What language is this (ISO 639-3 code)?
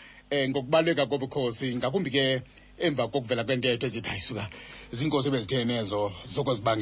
xho